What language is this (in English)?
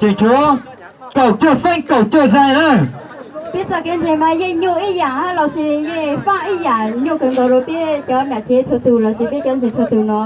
Hmong